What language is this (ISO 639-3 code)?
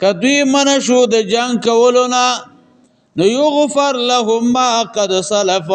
pus